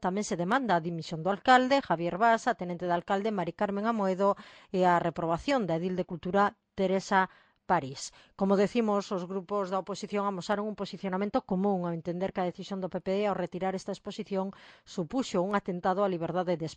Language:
Galician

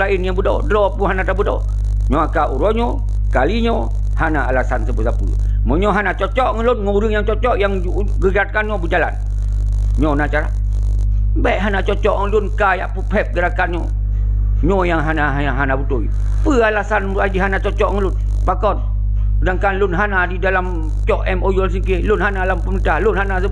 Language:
Achinese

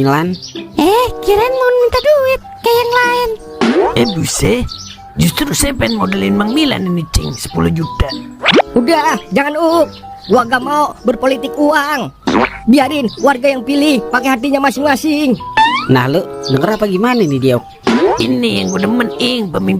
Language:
Betawi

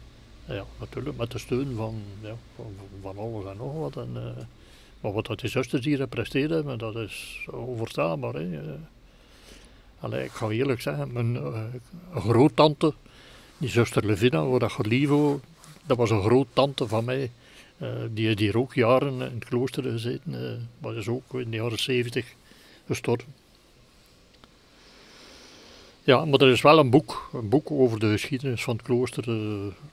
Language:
Dutch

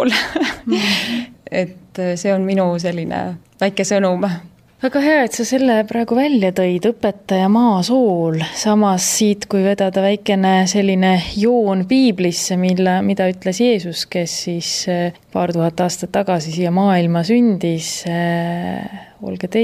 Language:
Estonian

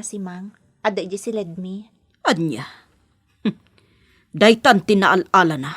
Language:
Iloko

